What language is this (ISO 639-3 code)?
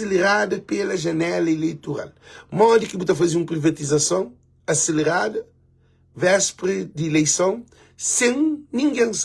kea